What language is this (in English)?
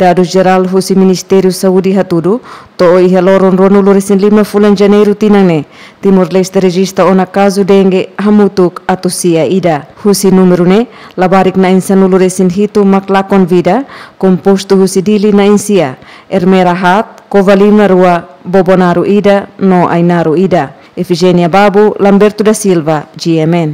Tetum